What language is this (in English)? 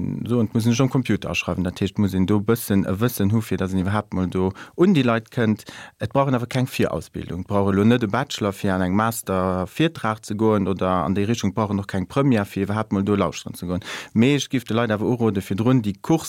Luxembourgish